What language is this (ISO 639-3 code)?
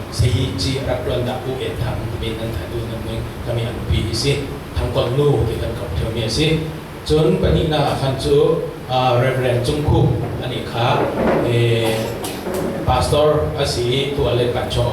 cfm